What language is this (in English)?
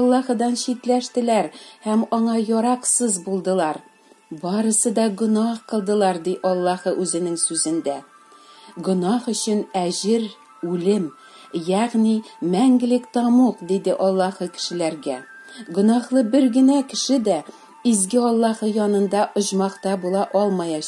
Tatar